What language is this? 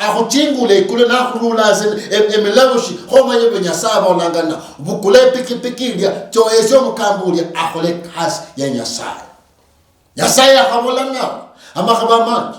Luyia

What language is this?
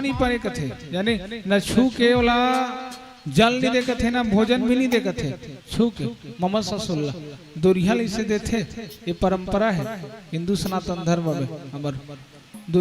Chhattisgarhi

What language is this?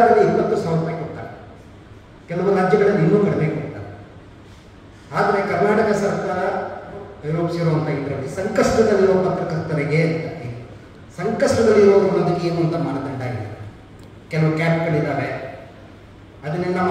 Kannada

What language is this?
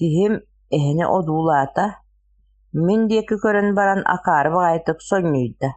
Yakut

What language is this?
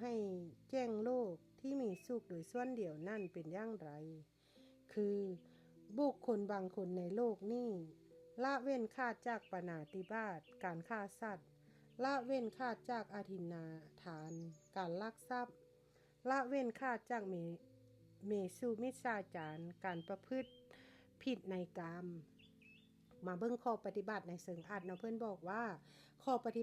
Lao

